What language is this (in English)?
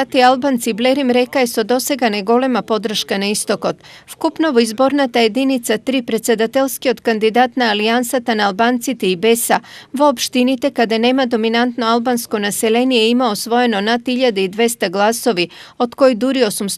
Macedonian